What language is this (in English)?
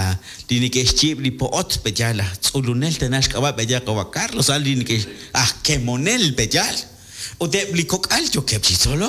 Kekchí